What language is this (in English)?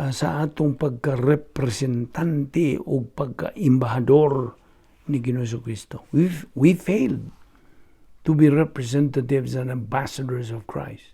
Cebuano